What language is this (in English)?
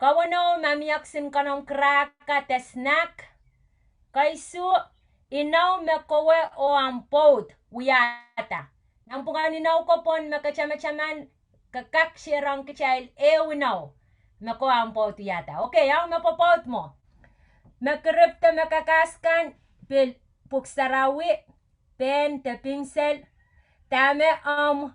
Pohnpeian